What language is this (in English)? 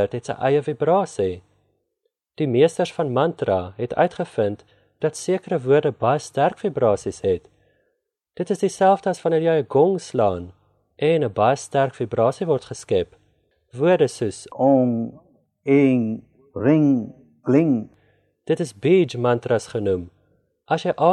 Afrikaans